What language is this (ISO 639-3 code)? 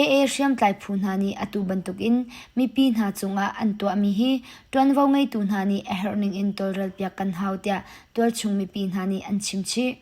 cnh